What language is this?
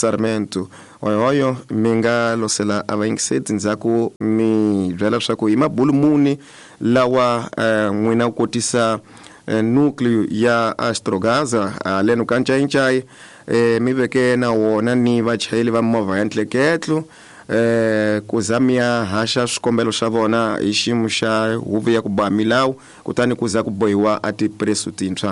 Tsonga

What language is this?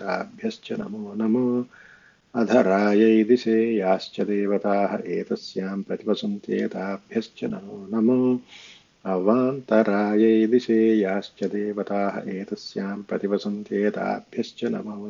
Sanskrit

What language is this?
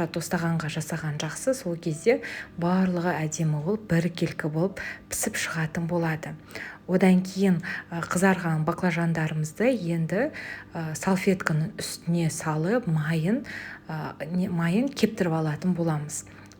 Kazakh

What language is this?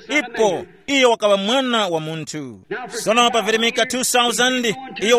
Tumbuka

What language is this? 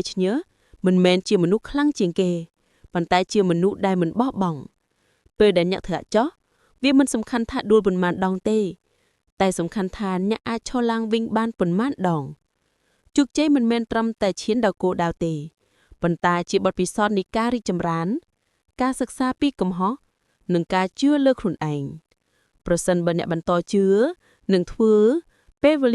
Khmer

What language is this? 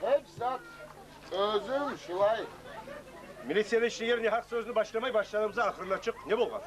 Kumyk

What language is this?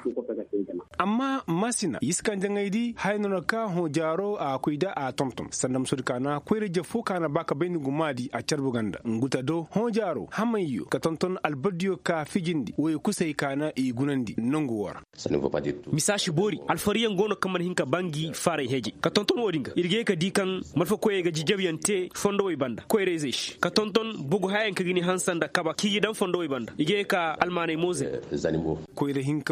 Koyraboro Senni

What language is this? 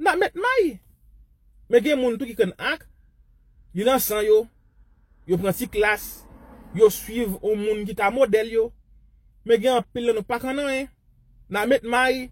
Haitian Creole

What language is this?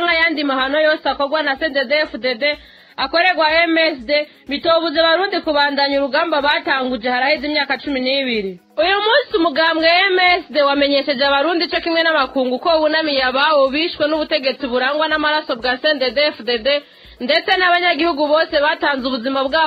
Rundi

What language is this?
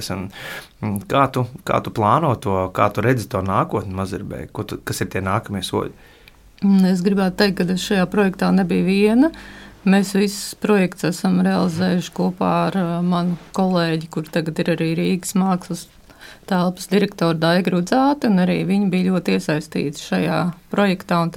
Latvian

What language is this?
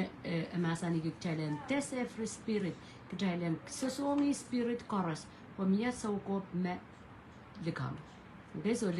Pohnpeian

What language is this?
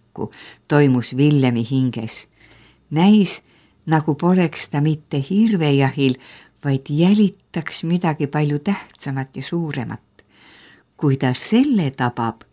Estonian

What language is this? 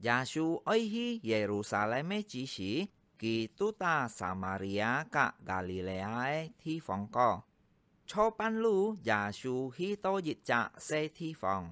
Hakka Chinese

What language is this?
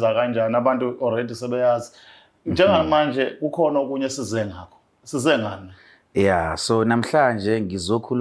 Zulu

